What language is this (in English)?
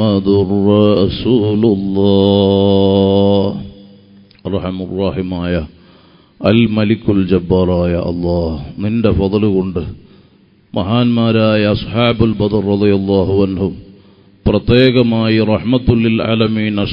Malayalam